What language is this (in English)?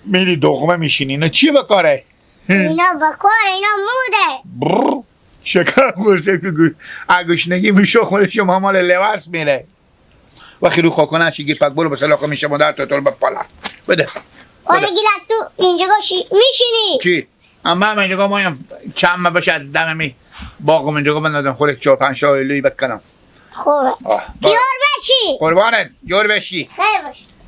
Hazaragi